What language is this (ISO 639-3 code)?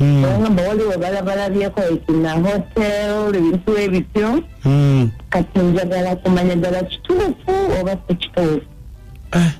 lug